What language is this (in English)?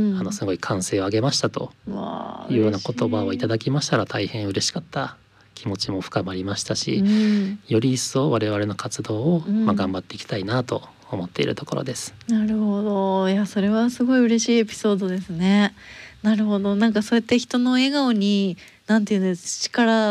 Japanese